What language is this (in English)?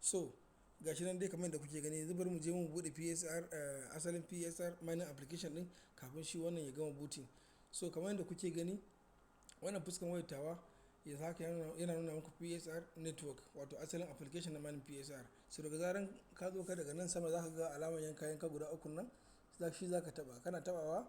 Hausa